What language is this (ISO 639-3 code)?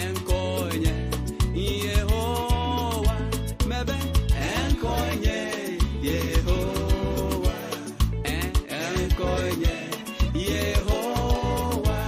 ewe